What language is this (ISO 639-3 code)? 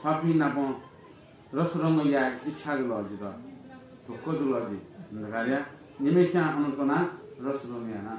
new